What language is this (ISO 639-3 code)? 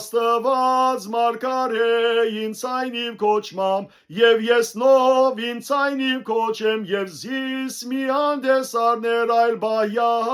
hyw